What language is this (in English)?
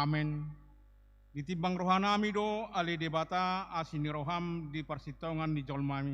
Batak Toba